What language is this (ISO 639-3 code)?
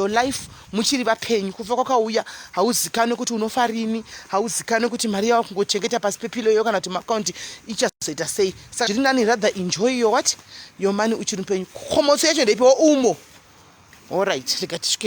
sna